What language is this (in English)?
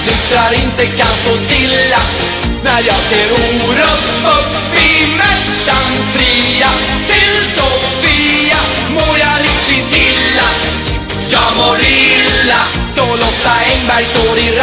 Swedish